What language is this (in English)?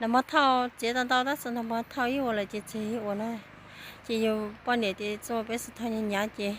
Hmong